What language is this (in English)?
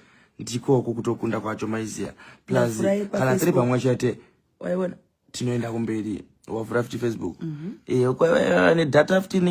Shona